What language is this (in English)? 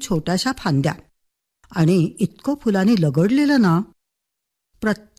Marathi